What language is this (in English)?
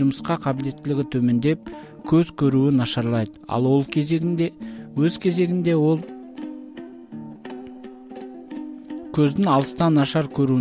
Kazakh